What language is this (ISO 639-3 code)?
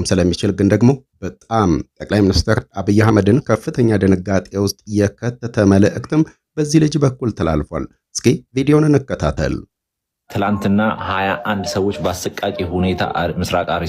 amh